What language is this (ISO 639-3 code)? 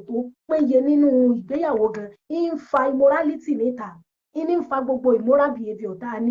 yor